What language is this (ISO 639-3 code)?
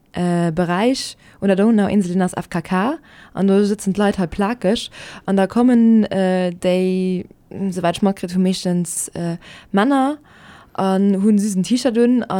ltz